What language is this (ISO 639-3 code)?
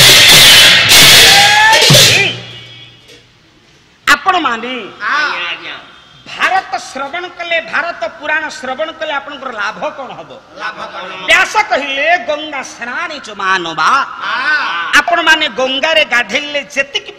ori